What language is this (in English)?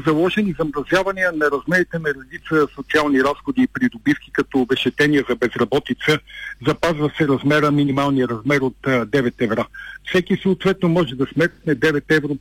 Bulgarian